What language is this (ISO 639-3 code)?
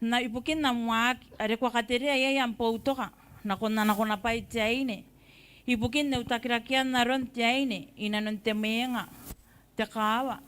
gil